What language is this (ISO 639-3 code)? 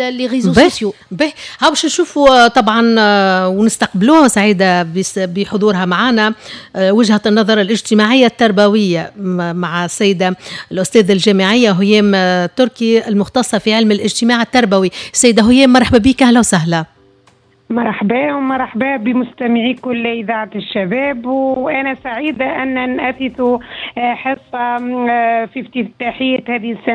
aeb